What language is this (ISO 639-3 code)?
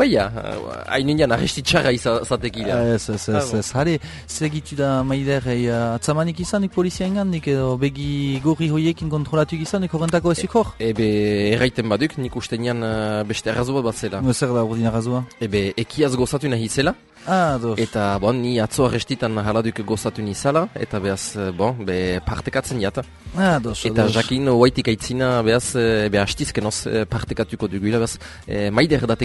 eus